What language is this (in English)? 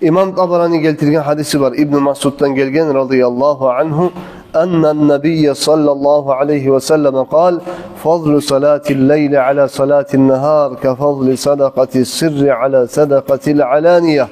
Kumyk